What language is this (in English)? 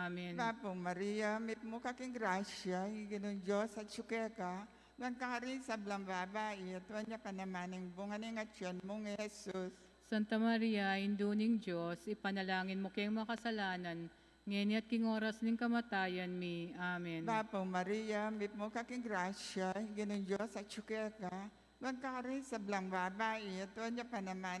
Pampanga